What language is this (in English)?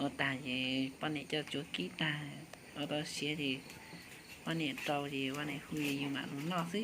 Hmong